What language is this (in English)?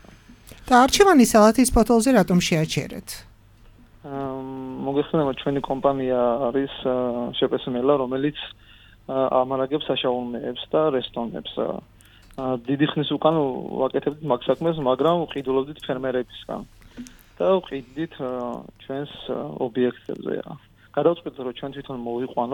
Georgian